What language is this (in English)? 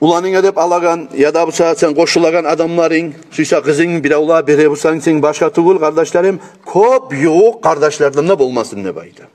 Kumyk